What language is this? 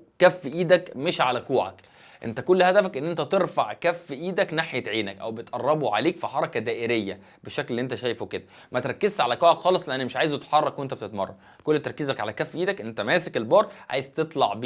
Egyptian Arabic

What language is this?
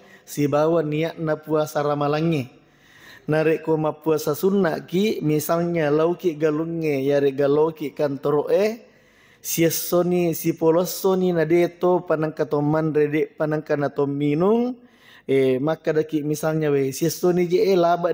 Buginese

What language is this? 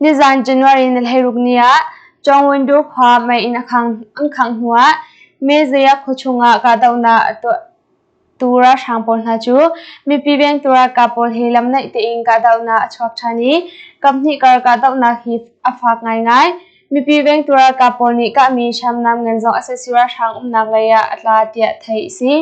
Hakha Chin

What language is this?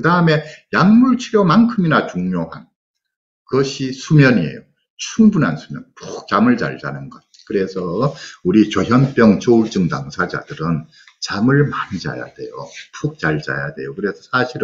Korean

